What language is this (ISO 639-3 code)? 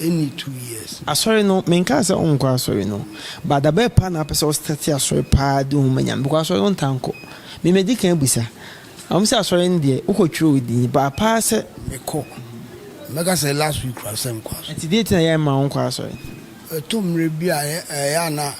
aka